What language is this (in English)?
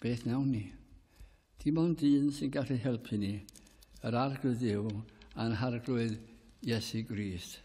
Welsh